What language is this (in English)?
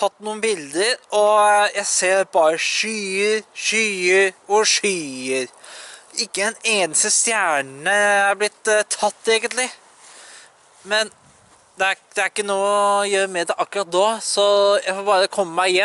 Norwegian